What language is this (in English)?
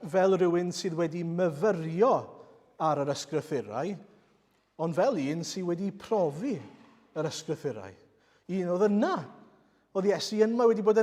Welsh